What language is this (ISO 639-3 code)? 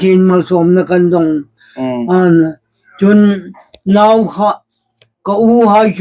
hmr